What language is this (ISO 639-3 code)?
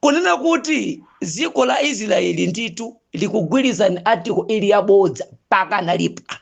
nya